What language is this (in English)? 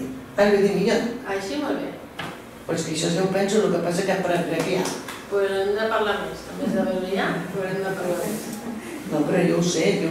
Catalan